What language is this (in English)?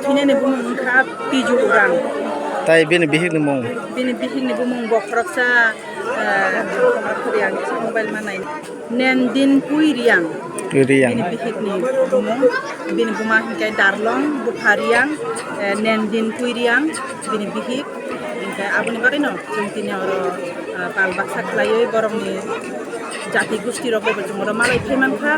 Kok Borok